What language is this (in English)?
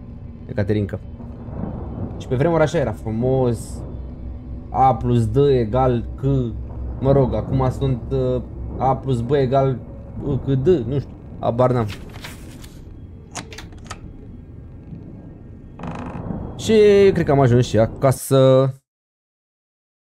Romanian